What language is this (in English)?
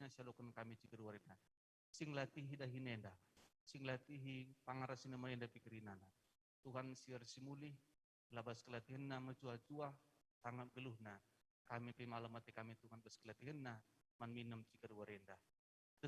Batak Karo